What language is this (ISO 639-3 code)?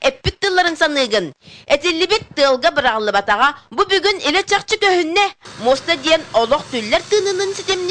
sah